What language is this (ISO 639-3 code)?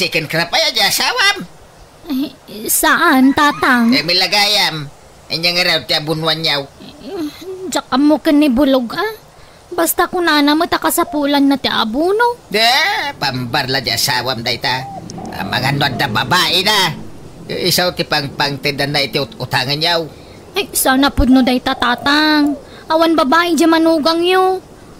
ilo